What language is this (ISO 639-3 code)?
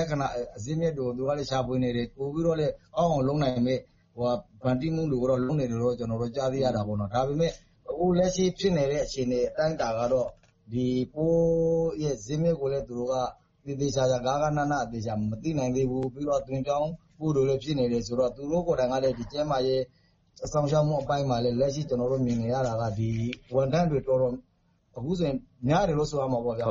mya